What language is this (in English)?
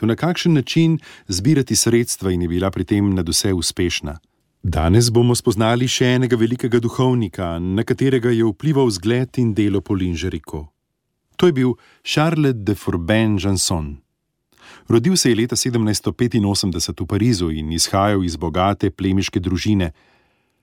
Slovenian